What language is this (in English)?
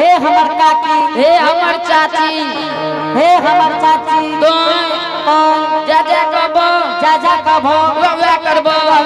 Angika